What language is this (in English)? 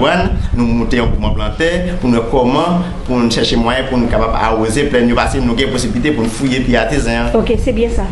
Haitian Creole